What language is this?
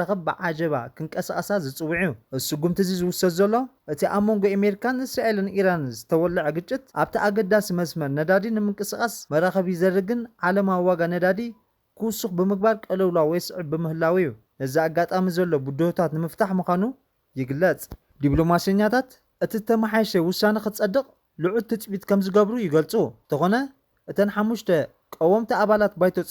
Tigrinya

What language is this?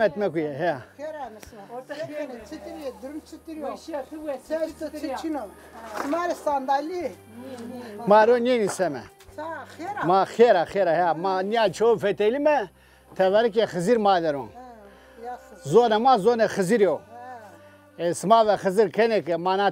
Zaza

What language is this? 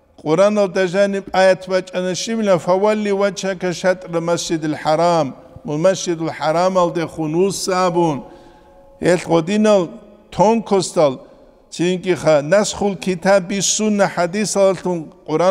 Avaric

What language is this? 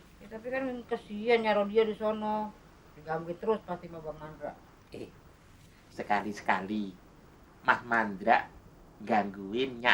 Betawi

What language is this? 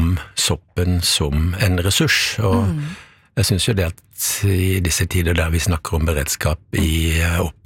Norwegian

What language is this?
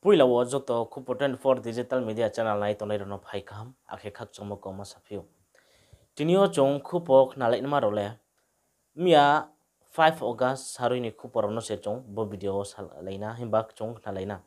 Riang (India)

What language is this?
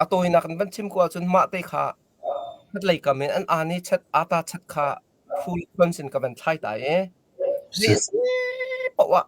Hakha Chin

